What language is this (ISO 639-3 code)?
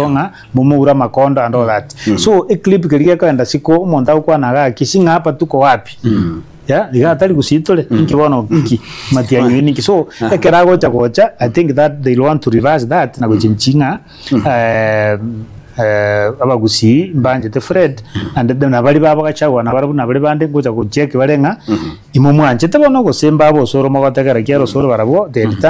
guz